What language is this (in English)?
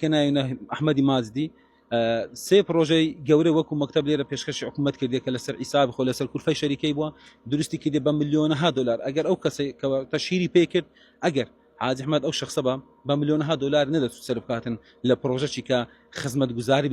Central Kurdish